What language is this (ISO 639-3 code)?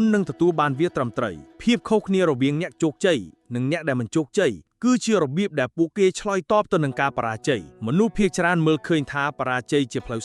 khm